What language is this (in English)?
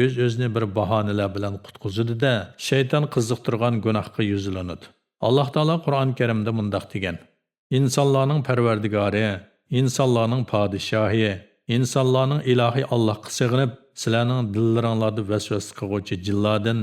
Uyghur